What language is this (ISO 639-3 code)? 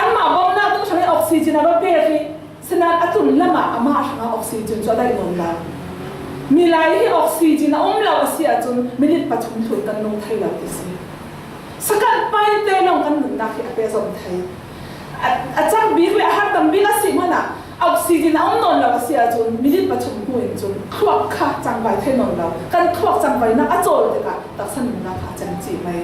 cfm